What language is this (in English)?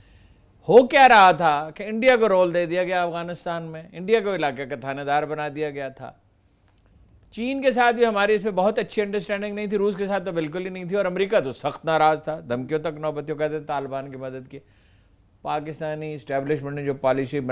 Urdu